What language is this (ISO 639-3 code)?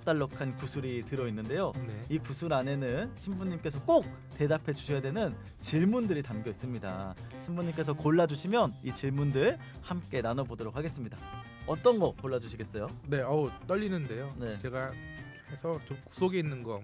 kor